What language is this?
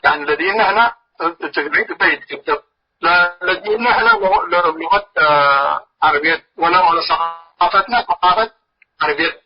Tigre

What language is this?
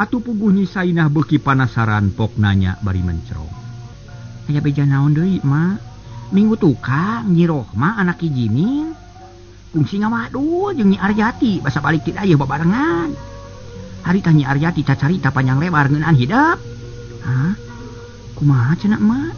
Sundanese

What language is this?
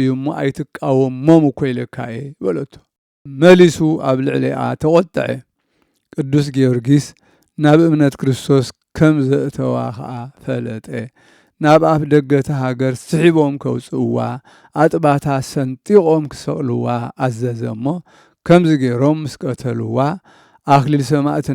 Tigrinya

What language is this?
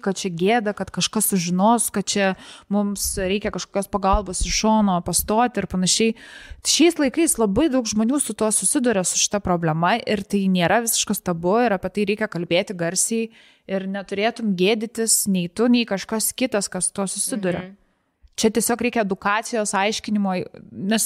Lithuanian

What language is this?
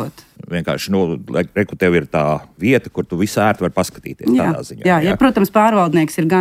Latvian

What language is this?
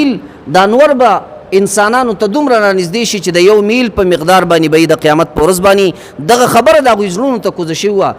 Pashto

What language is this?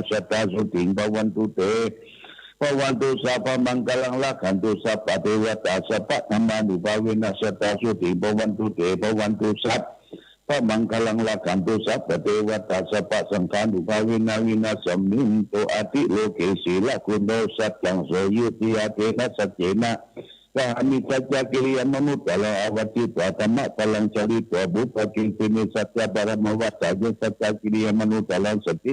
Pali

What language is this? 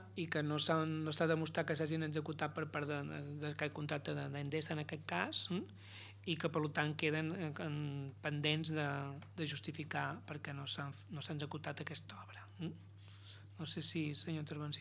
Catalan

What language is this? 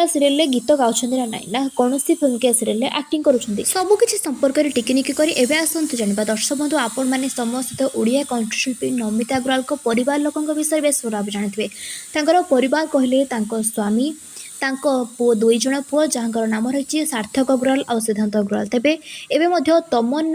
Odia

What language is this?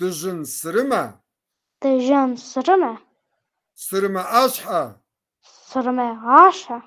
Kabardian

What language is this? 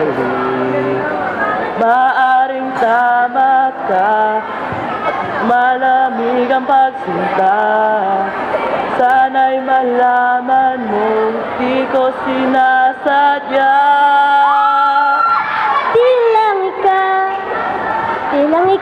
Filipino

